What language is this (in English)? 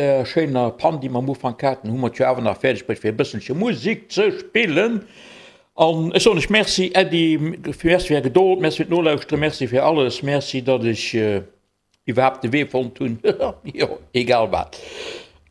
Luxembourgish